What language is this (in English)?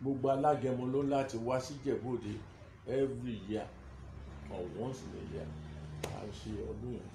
Yoruba